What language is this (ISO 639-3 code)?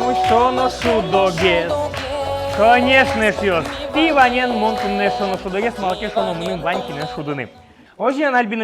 udm